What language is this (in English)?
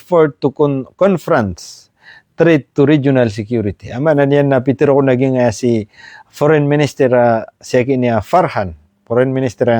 Maranao